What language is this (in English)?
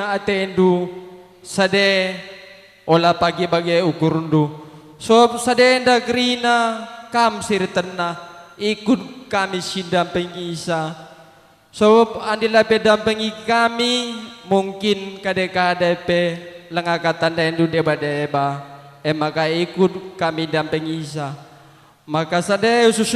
Batak Karo